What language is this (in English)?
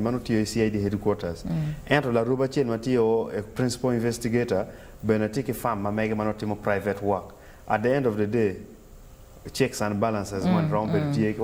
Acoli